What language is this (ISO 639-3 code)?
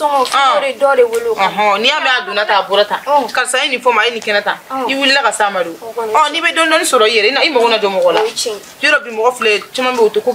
bam